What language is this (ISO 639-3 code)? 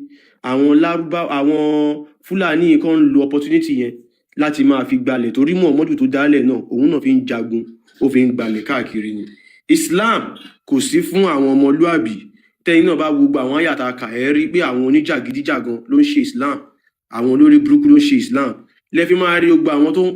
yor